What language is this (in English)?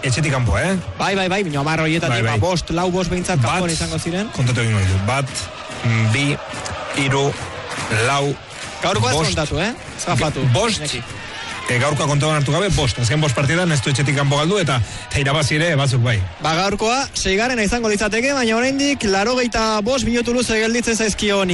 Basque